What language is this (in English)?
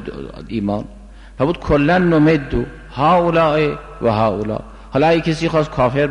Persian